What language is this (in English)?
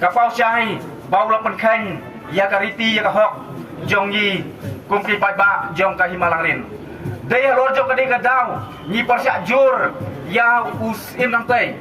Khasi